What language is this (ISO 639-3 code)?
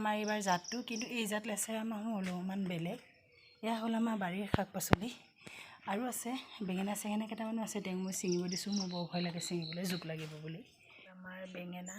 asm